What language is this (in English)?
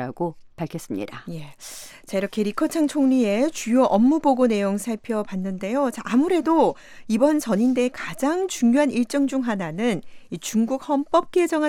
Korean